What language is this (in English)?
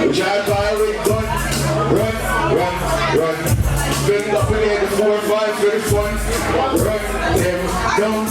Jamaican Creole English